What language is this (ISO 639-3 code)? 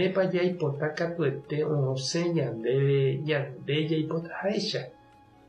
grn